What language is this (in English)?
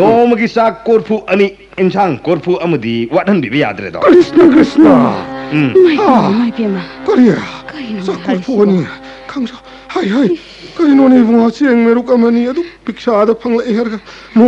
Manipuri